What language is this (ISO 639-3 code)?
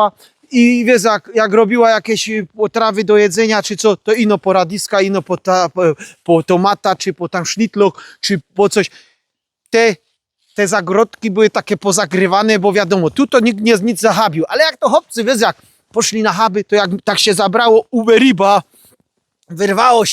szl